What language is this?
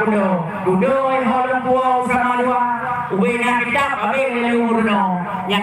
Achinese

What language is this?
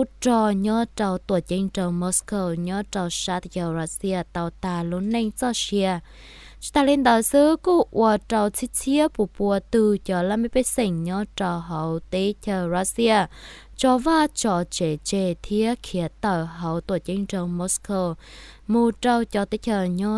Hmong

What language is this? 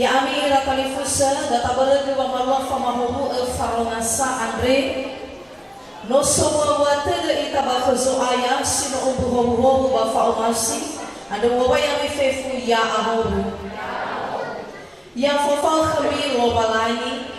Nias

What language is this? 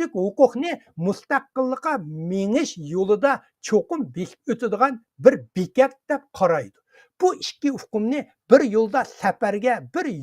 Uyghur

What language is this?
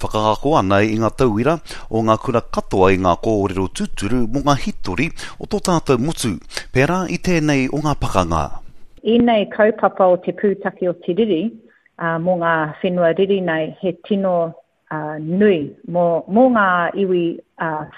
Māori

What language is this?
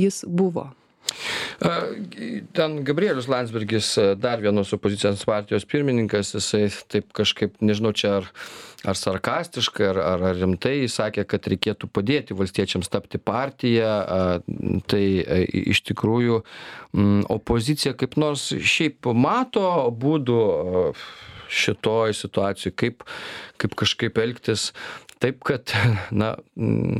Lithuanian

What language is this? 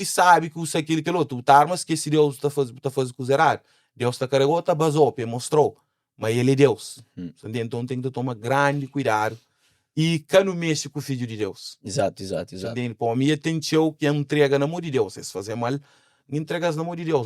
Kabuverdianu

